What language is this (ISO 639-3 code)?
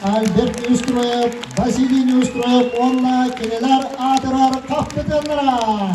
sah